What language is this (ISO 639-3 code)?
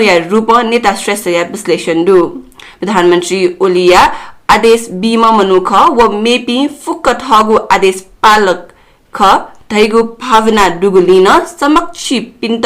new